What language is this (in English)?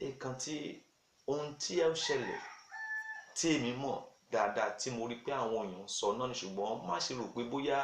Yoruba